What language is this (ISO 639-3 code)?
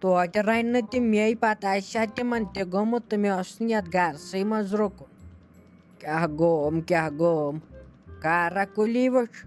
kas